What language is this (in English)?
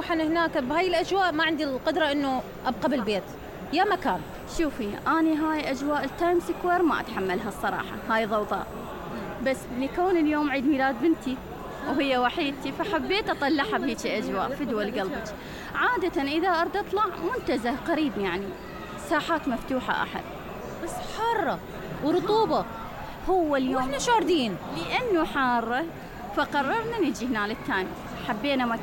Mesopotamian Arabic